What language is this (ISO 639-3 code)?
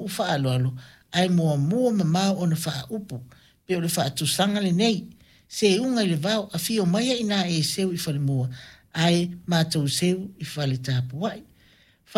smo